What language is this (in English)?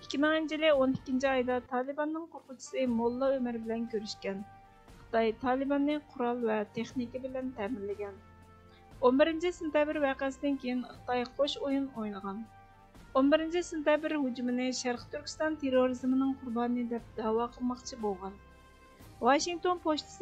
Uyghur